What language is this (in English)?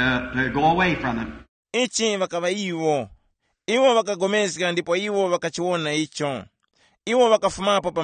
Tumbuka